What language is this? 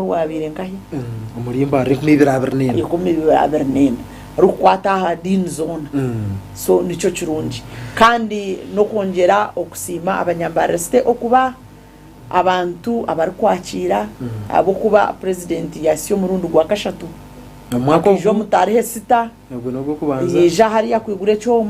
Nyankole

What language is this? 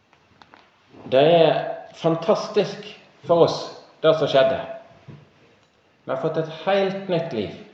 Norwegian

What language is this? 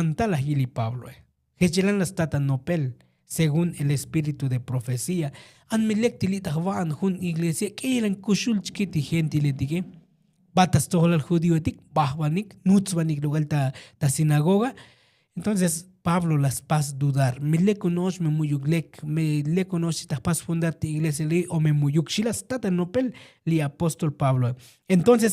Tzotzil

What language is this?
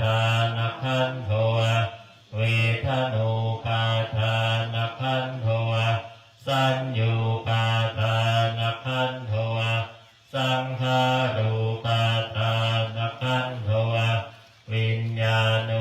Pali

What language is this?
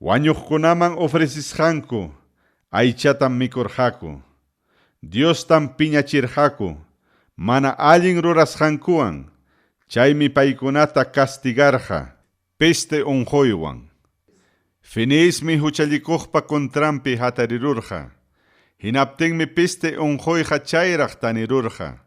Ayacucho Quechua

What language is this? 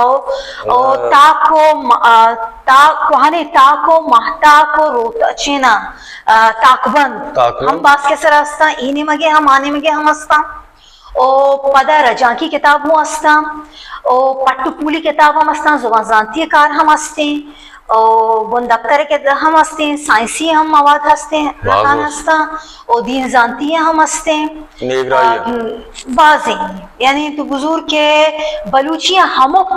Baluchi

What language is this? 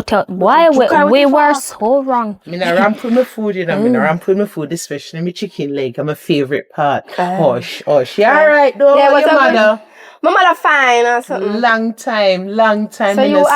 Jamaican Creole English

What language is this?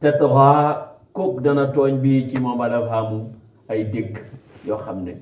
Wolof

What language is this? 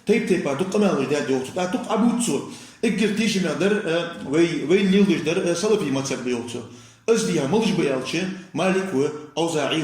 Ingush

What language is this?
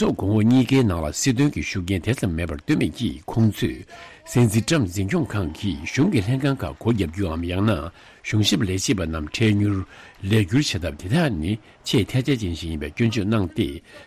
Tibetan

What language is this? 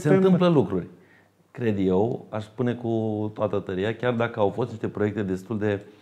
Romanian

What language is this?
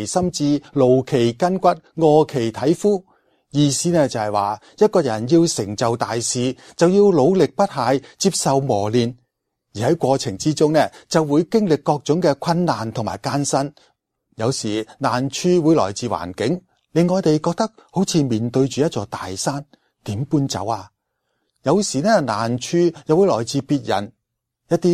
Cantonese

